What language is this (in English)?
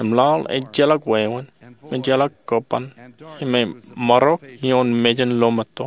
Marshallese